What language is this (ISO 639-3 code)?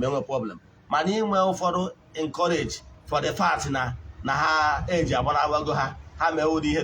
ibo